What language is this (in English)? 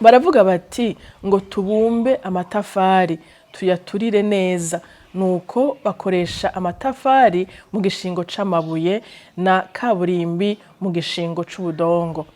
Rundi